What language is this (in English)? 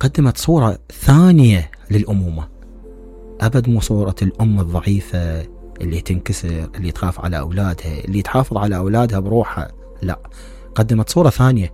Mesopotamian Arabic